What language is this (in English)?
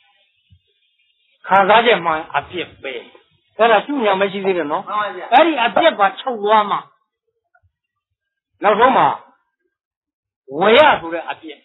Burmese